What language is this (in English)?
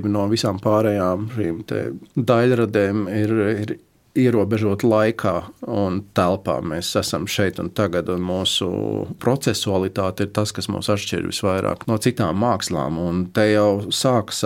Latvian